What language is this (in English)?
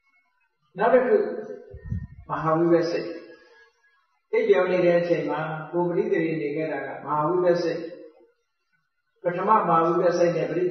Burmese